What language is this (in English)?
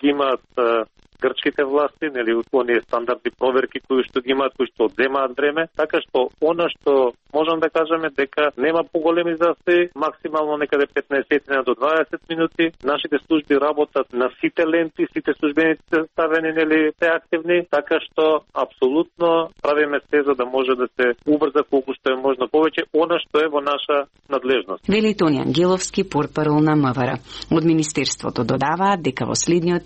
Macedonian